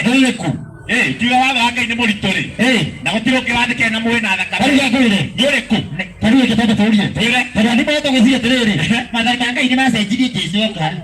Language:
Kikuyu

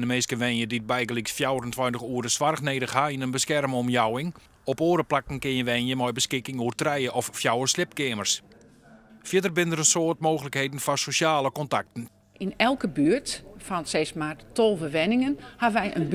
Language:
Western Frisian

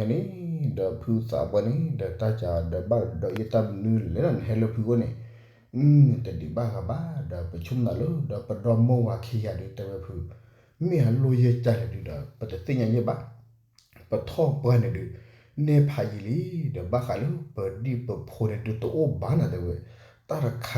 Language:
S'gaw Karen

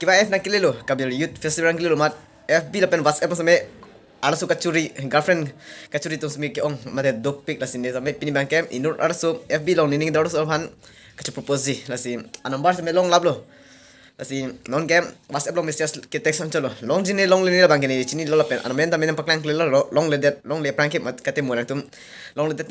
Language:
Karbi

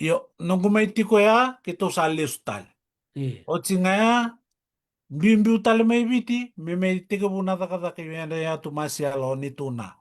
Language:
Fijian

